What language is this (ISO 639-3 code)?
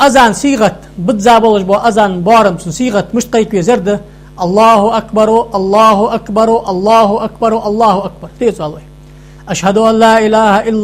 inh